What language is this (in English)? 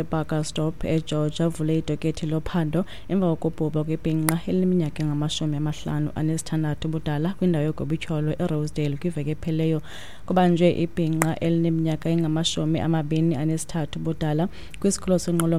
Xhosa